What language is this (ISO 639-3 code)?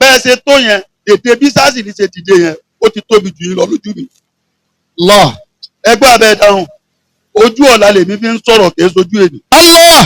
yor